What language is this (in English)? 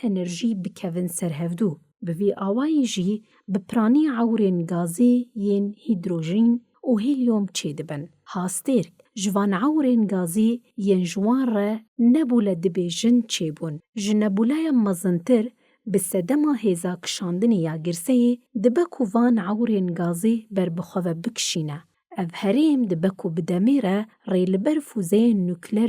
Kurdish